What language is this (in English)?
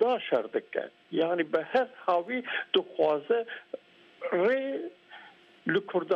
Kurdish